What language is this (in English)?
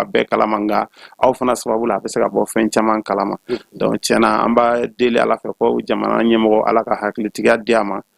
Bambara